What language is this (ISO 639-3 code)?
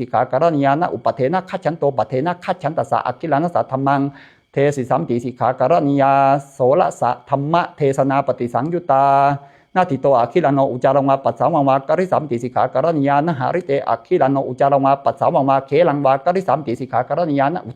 pli